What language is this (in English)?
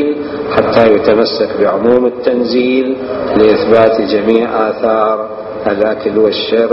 Mesopotamian Arabic